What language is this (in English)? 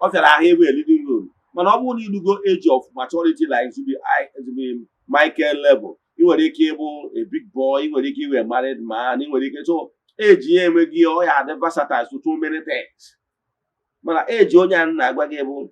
Igbo